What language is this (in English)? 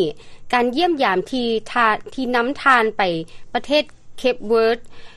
Lao